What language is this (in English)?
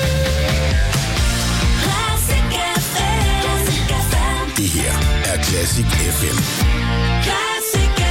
Danish